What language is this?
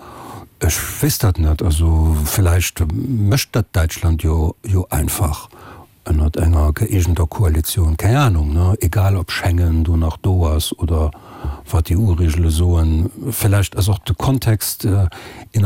Luxembourgish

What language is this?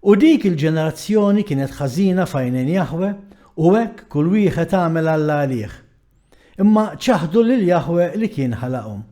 Maltese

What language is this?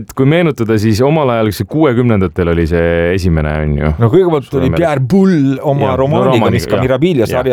Estonian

